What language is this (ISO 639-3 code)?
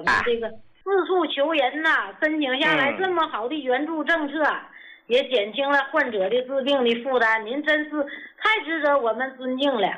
zho